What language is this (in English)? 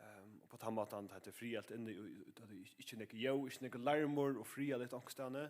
Faroese